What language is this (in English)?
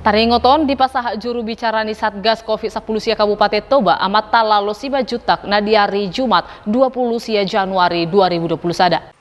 Batak Toba